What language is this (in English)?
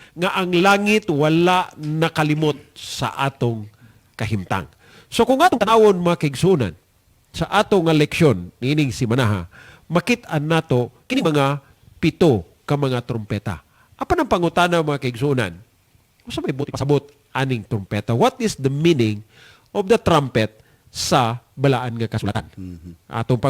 Cebuano